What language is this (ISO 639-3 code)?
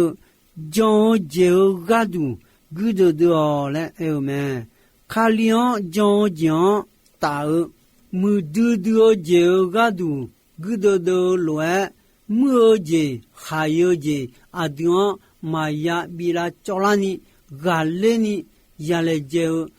ahk